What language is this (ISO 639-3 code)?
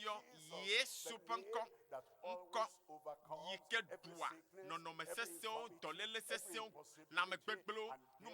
ewe